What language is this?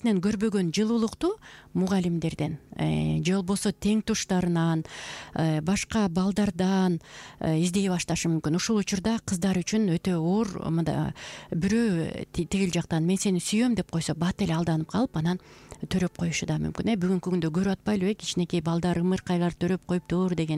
Kyrgyz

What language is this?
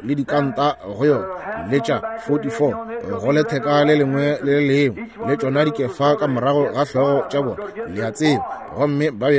Northern Sotho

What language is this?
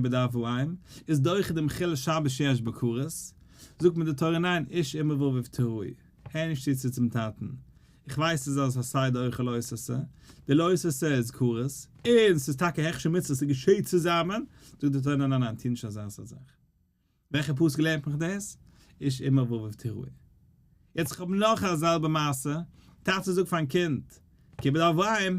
Yiddish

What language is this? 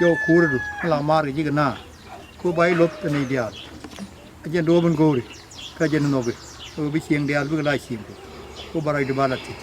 Nuer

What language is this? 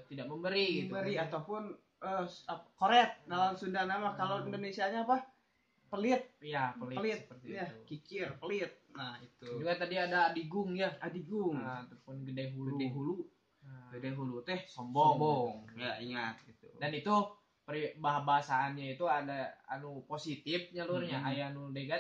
Sundanese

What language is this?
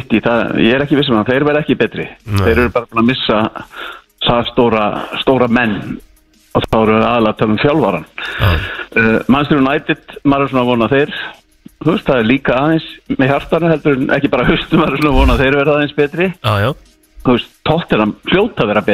Icelandic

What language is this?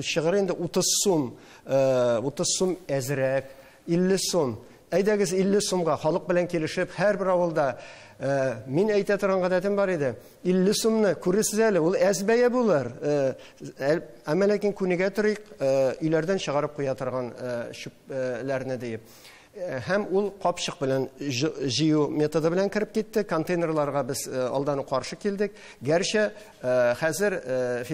Tatar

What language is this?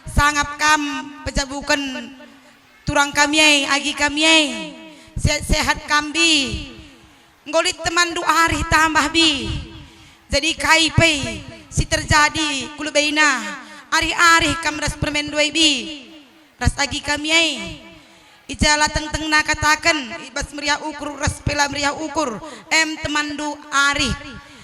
Batak Karo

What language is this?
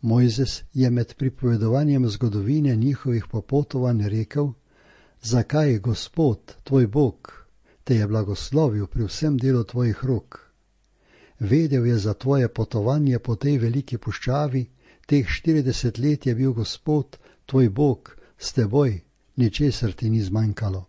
Slovenian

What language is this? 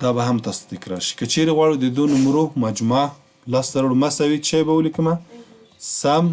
Pashto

